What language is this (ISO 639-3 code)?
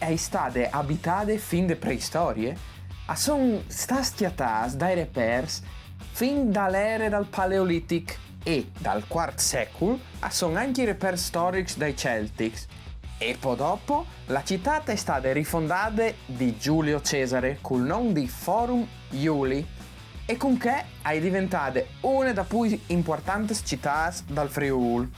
fur